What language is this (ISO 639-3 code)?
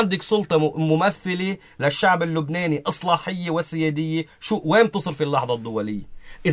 apc